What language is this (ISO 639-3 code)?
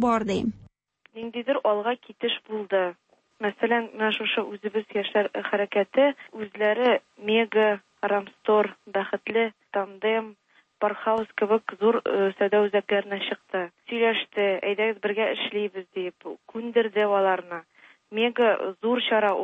tat